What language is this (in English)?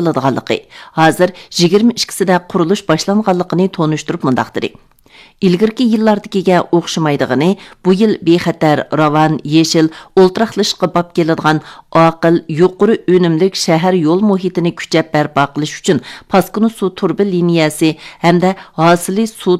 Uyghur